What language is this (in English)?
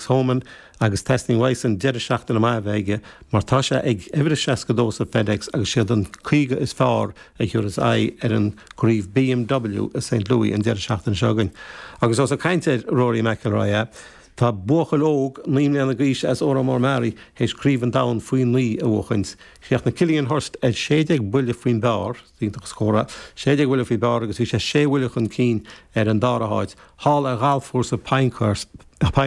Irish